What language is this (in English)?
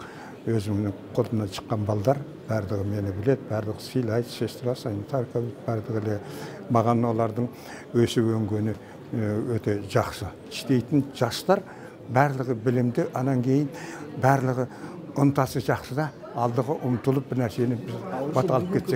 Kyrgyz